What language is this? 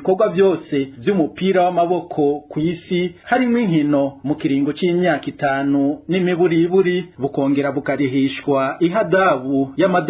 Rundi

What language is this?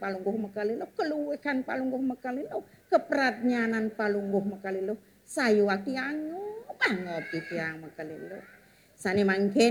Balinese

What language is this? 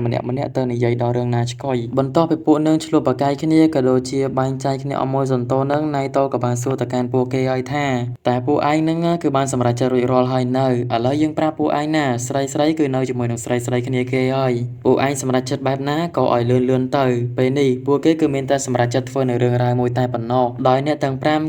Khmer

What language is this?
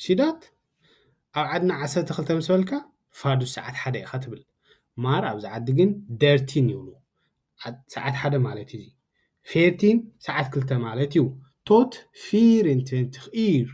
Tigrinya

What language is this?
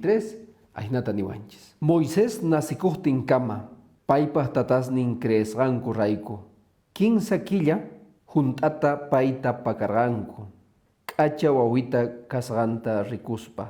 Quechua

